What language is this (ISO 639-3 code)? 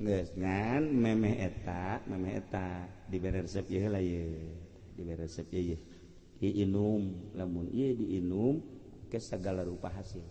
sun